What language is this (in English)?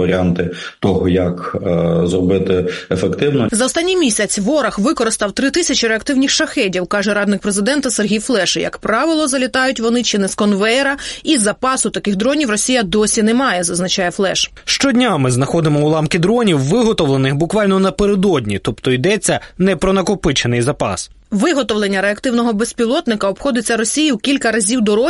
Ukrainian